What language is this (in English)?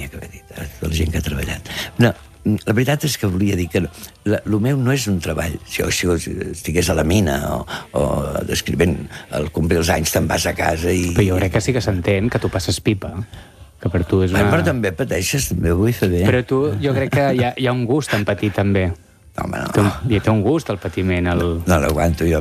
Catalan